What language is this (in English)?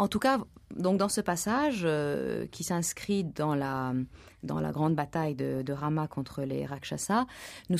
French